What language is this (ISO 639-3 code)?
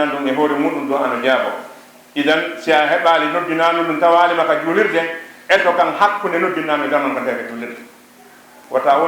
ful